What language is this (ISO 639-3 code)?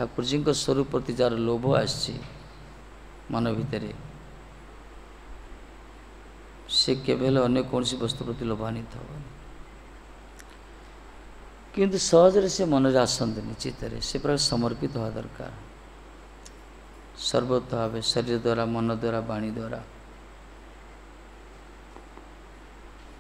ori